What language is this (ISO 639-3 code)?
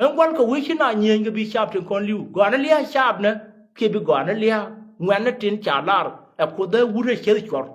nus